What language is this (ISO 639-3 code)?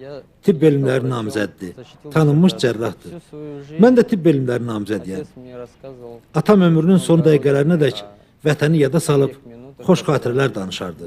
aze